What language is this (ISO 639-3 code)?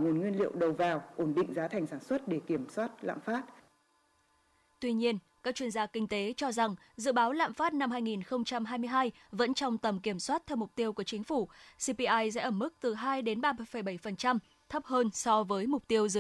vie